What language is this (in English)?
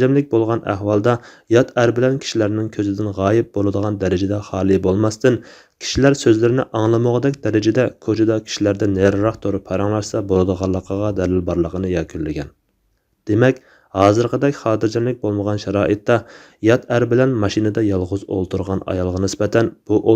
Uyghur